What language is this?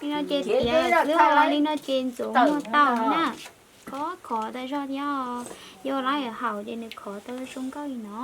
Hmong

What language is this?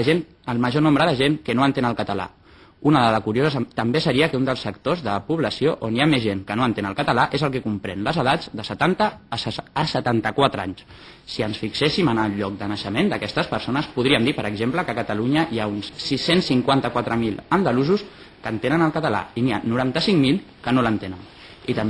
Catalan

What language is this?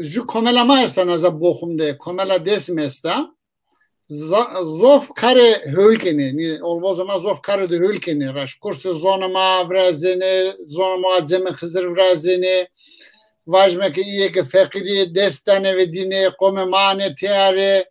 Zaza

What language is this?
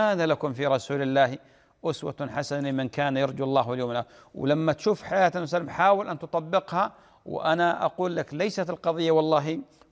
Arabic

